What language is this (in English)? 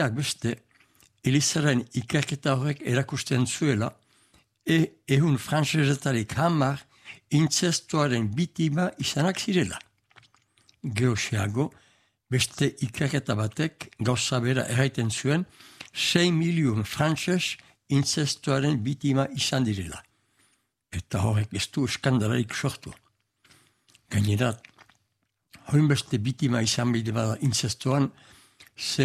Basque